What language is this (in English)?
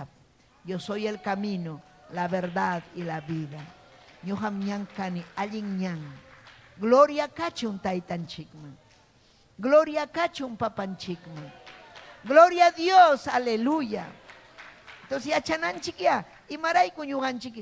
Ayacucho Quechua